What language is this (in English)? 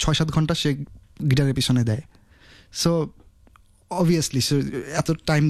Bangla